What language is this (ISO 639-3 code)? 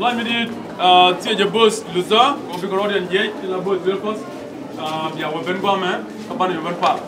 nus